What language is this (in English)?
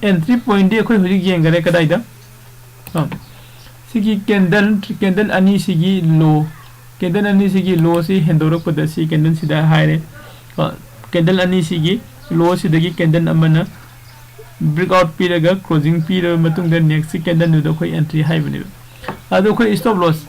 Manipuri